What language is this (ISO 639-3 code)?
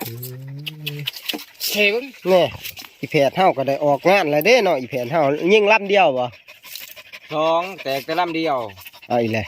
tts